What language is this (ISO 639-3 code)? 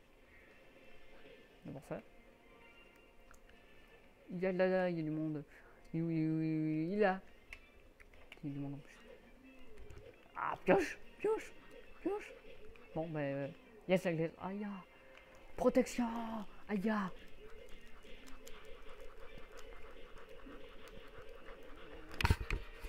fra